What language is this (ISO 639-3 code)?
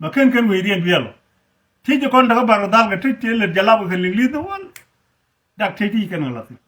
nus